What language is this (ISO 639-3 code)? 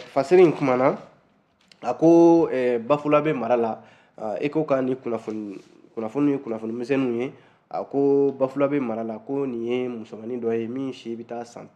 bam